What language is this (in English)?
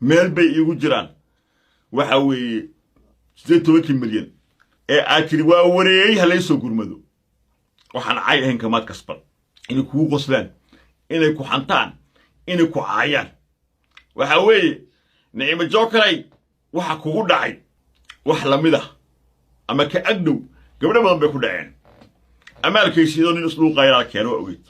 Somali